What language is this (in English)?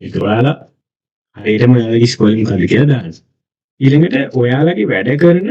Sinhala